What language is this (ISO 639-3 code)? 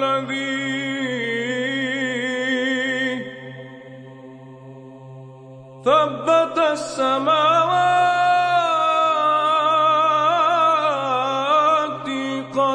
hrv